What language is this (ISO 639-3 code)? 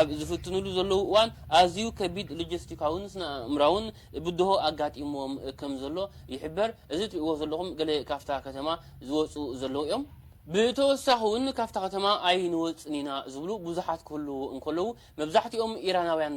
tir